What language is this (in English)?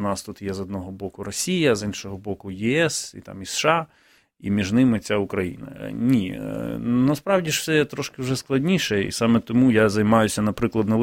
Ukrainian